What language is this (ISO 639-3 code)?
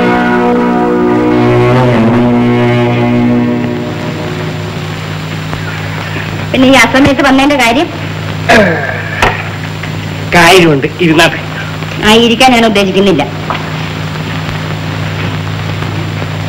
mal